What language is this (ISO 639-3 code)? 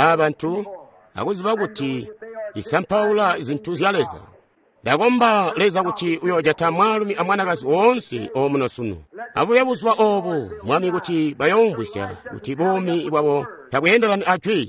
toi